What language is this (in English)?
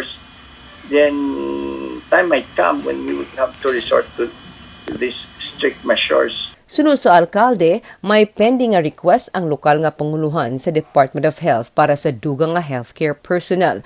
Hiligaynon